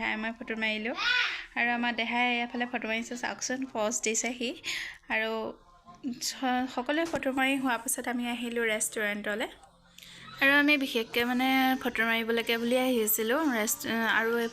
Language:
Assamese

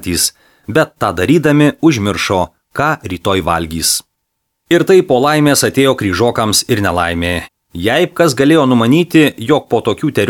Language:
Lithuanian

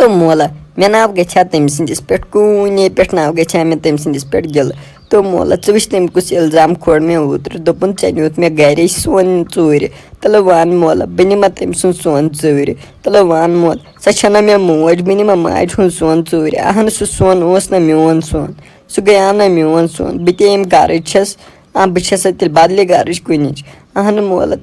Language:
Kashmiri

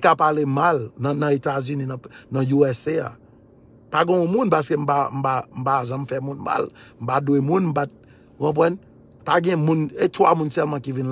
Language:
Haitian Creole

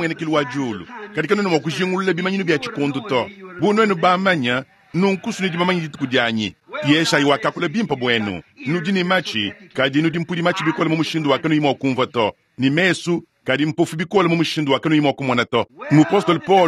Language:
Luba-Lulua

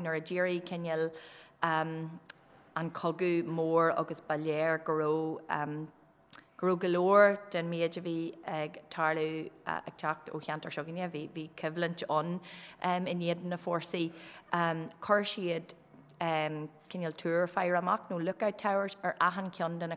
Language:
Irish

